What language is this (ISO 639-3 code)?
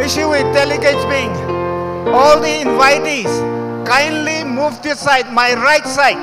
nmf